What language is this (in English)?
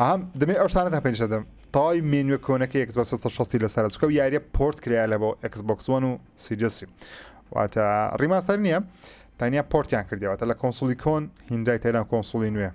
Central Kurdish